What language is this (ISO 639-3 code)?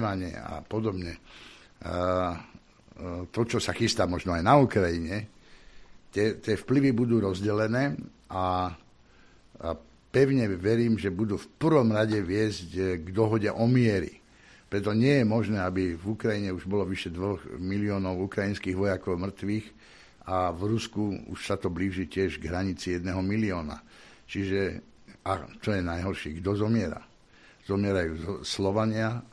slk